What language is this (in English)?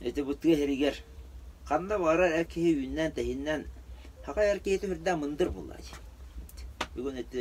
Yakut